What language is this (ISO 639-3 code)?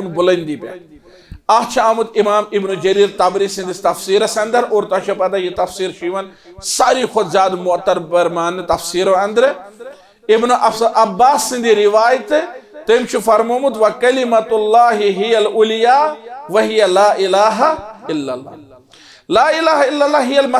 kas